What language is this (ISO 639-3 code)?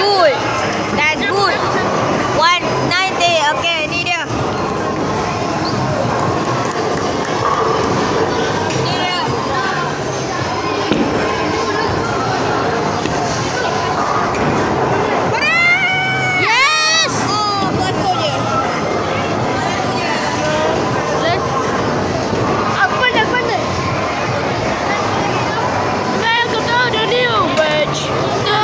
msa